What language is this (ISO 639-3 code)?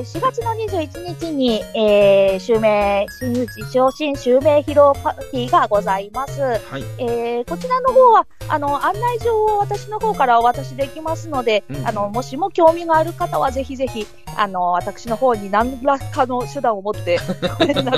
jpn